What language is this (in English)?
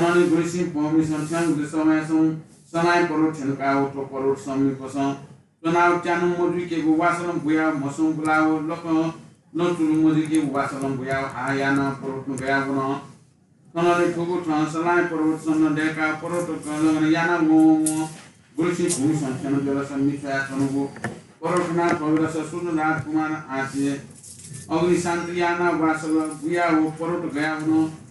Newari